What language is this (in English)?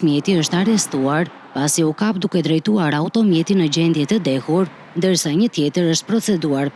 Albanian